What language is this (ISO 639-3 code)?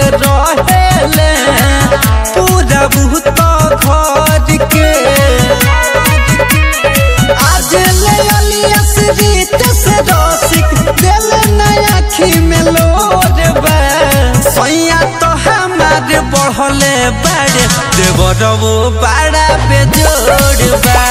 bho